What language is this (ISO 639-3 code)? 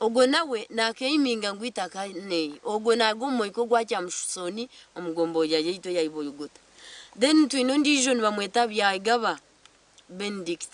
nyn